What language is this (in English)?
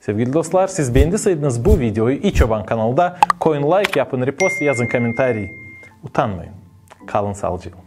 Gagauz